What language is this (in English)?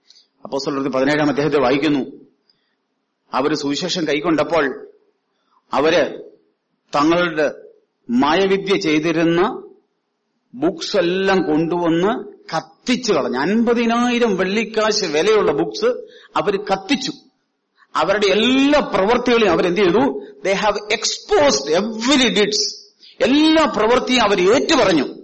Malayalam